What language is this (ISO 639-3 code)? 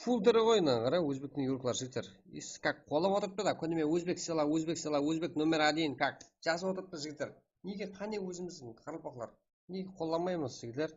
kaa